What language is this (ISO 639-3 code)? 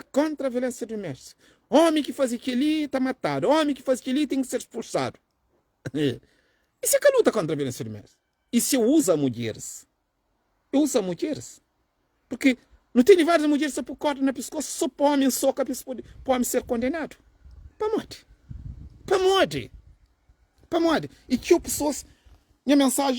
kea